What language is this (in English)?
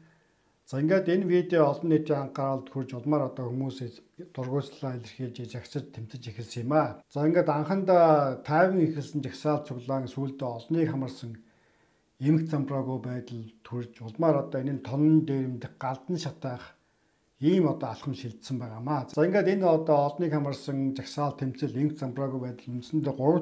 Mongolian